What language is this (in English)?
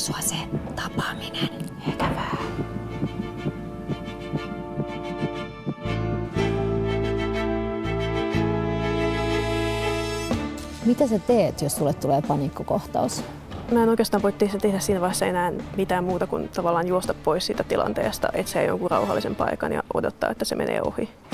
Finnish